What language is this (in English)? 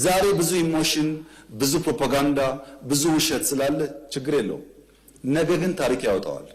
Amharic